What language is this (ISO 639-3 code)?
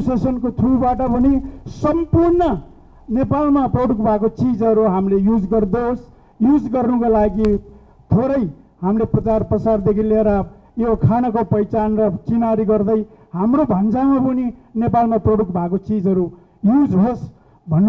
nep